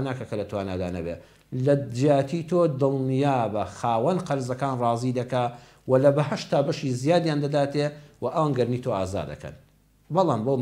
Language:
Central Kurdish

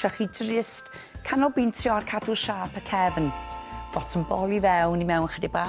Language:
Welsh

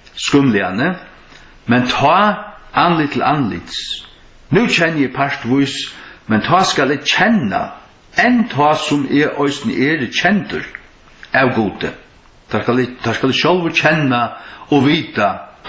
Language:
Faroese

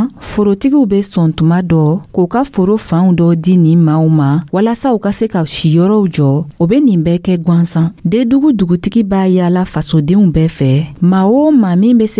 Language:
Dyula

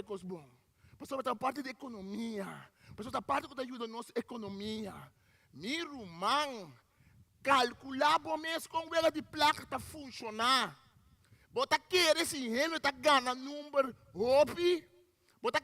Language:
Papiamento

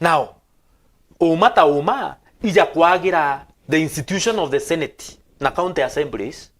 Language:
Meru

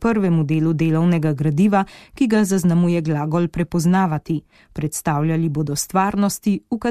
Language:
Slovenian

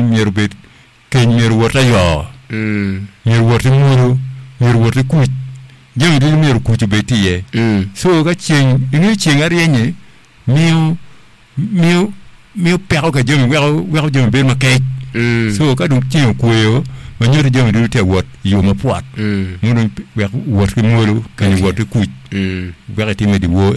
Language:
Acoli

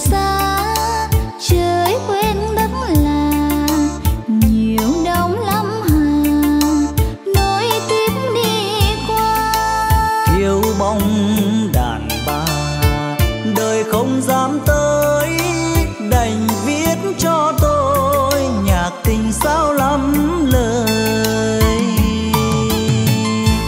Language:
Vietnamese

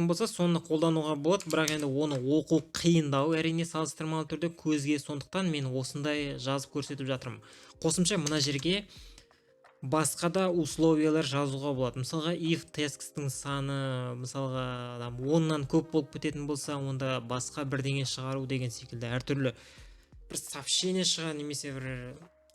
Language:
Kazakh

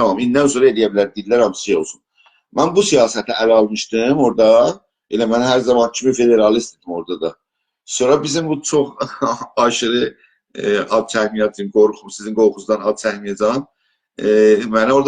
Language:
South Azerbaijani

